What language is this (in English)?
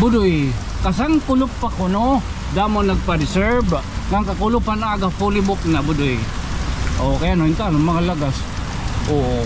Waray